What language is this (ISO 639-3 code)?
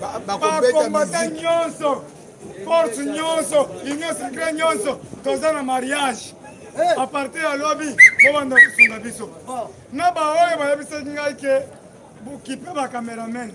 lin